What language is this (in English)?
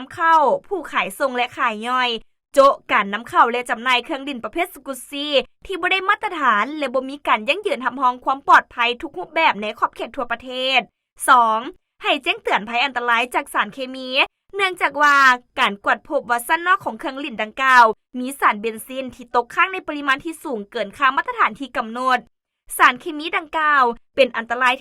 Lao